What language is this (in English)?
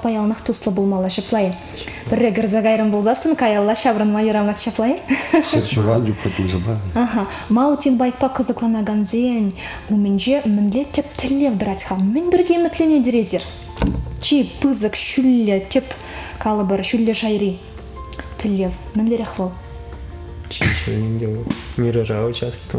Chuvash